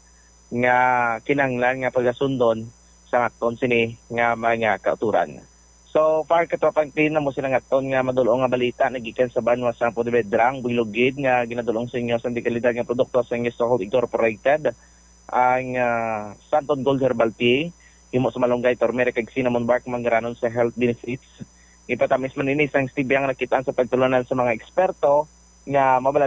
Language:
Hiligaynon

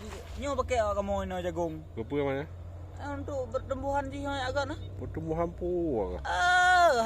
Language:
Achinese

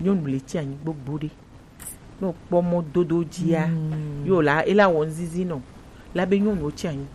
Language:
Gen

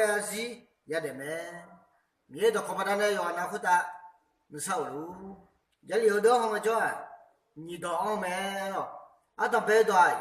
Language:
Akha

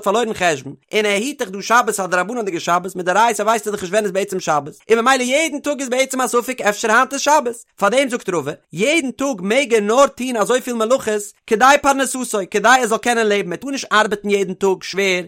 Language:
Yiddish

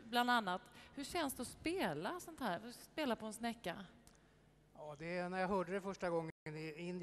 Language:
Swedish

